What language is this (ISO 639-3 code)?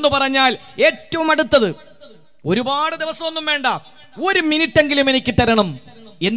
mal